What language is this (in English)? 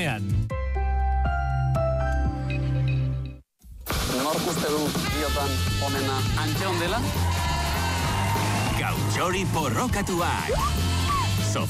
Basque